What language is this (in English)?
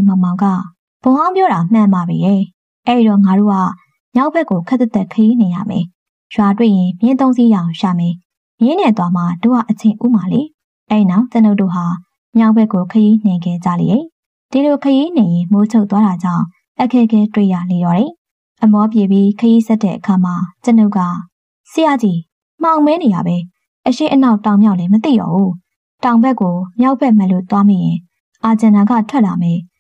Burmese